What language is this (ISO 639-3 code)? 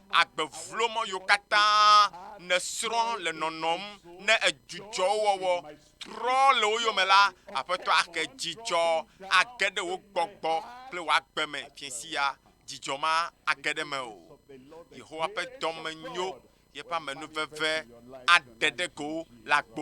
ewe